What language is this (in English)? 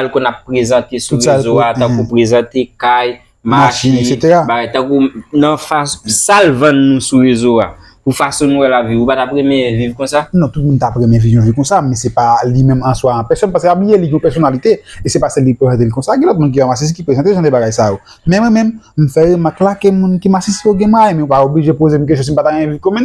Haitian Creole